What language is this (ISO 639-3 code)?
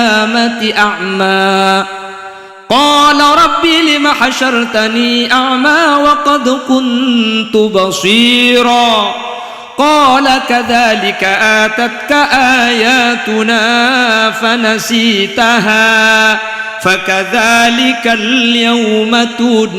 mad